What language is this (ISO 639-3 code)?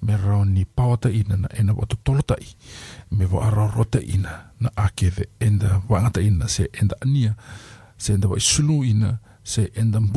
fij